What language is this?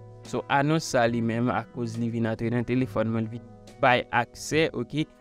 Haitian Creole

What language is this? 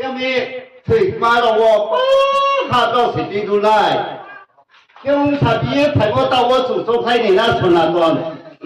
Riang (India)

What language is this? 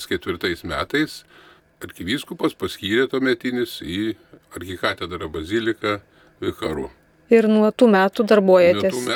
Lithuanian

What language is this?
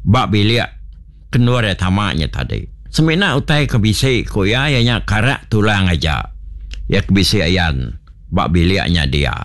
Iban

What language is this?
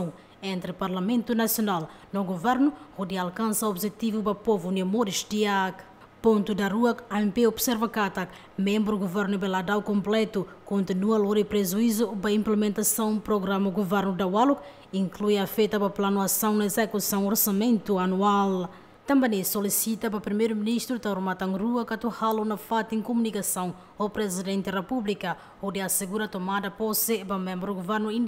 Tetum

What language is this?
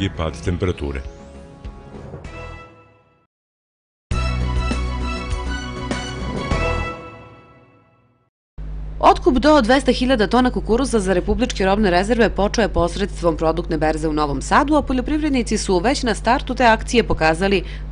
Serbian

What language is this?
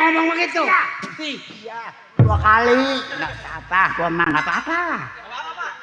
Betawi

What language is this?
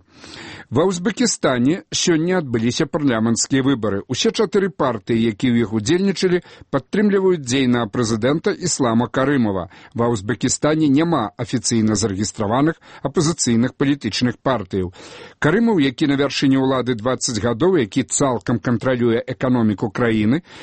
Belarusian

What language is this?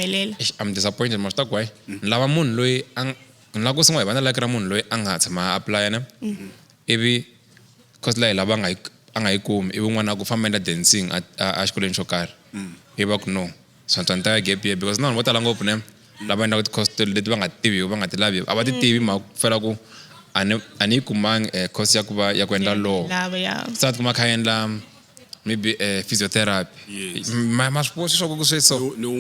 Tsonga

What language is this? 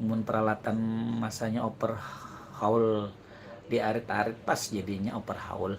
Banjar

